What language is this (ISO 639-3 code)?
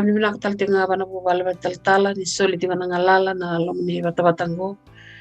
fij